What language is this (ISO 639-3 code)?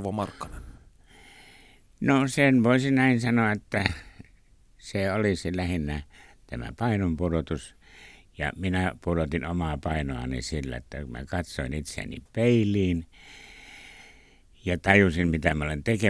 fin